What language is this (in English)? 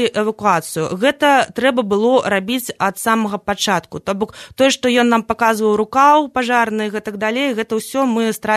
Belarusian